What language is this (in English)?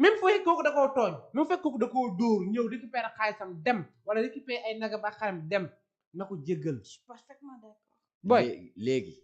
Wolof